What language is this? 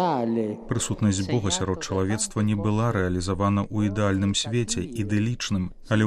Belarusian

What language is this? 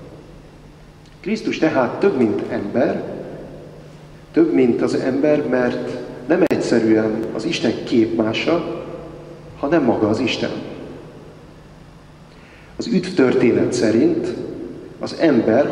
Hungarian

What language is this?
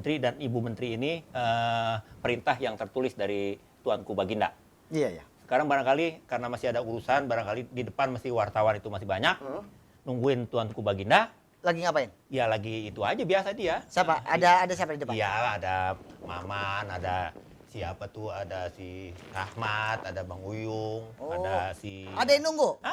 Betawi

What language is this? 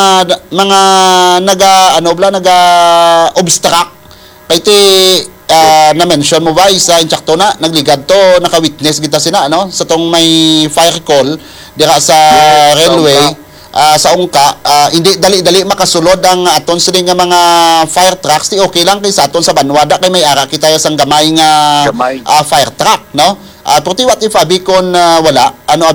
Hiligaynon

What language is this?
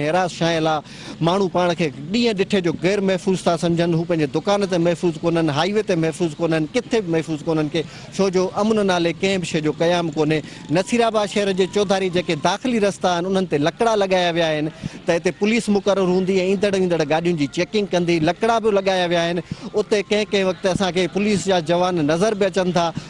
Sindhi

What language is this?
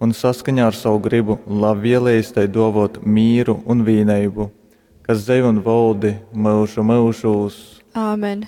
Latgalian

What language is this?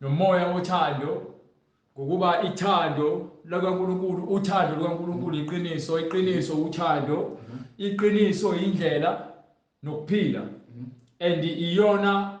Zulu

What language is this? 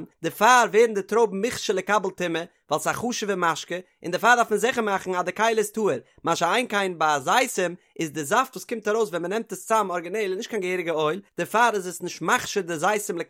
Yiddish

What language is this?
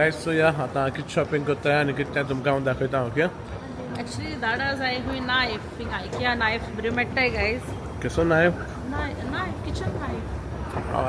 Konkani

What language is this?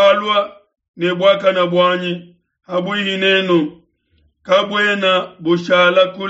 Luba-Lulua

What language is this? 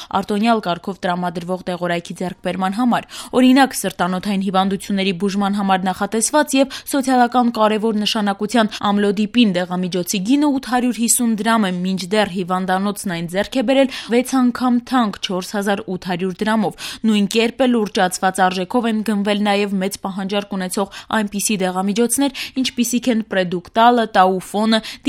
Armenian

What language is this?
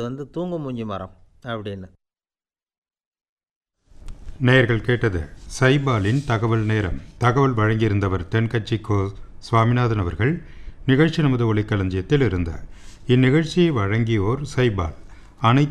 Tamil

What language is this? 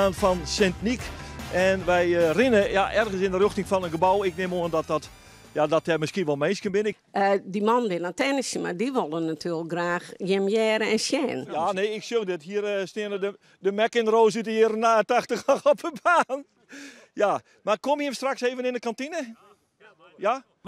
Western Frisian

